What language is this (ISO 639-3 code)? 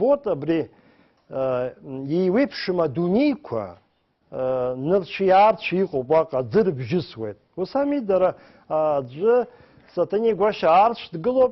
abk